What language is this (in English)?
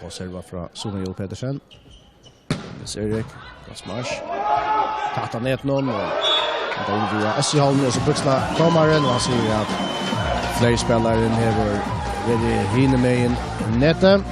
Faroese